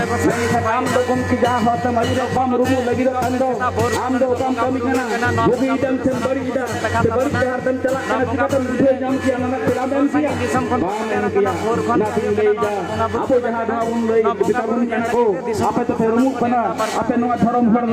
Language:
Santali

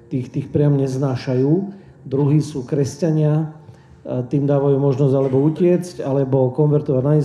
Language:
Slovak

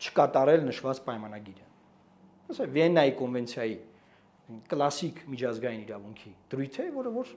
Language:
Armenian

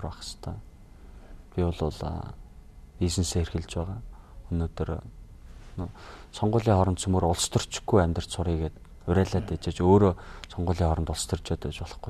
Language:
Mongolian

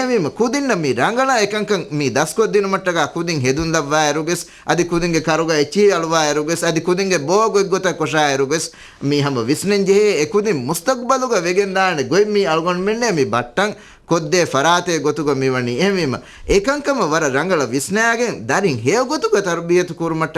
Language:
Divehi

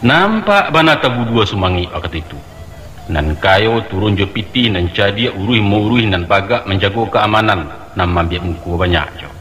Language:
Minangkabau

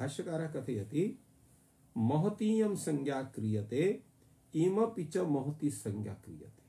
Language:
Sanskrit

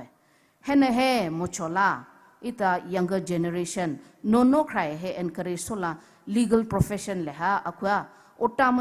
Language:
Poumei Naga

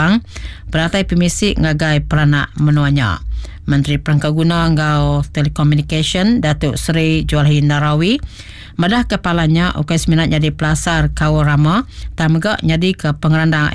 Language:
Iban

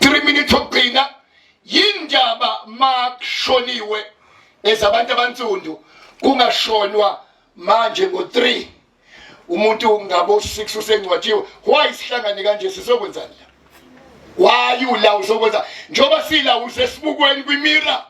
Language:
Zulu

